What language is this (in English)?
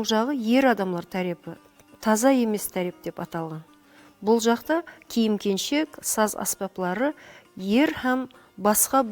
Kara-Kalpak